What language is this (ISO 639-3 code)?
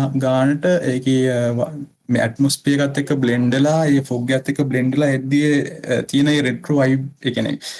sin